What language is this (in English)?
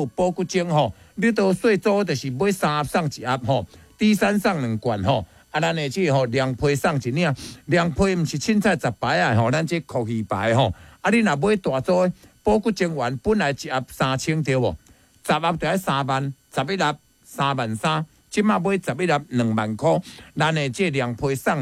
Min Nan Chinese